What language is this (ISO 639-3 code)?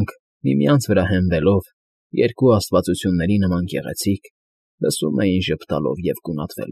hye